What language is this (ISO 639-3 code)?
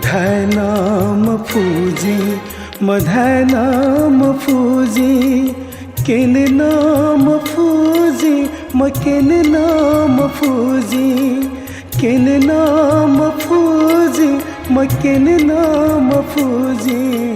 new